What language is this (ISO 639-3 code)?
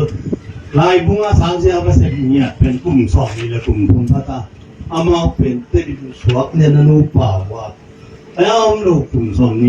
ctd